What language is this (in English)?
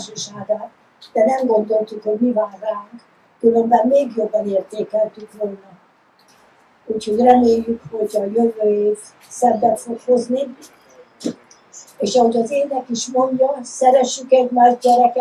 Hungarian